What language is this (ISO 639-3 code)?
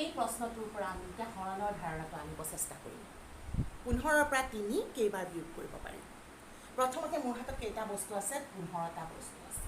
asm